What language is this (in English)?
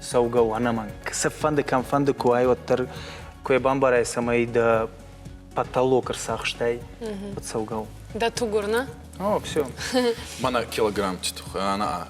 Ossetic